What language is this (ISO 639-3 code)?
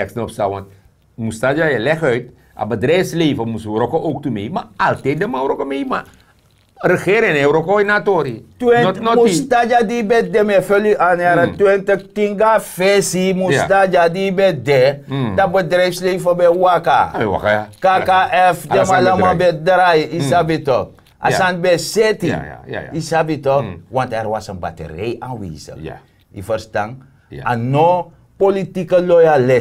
srn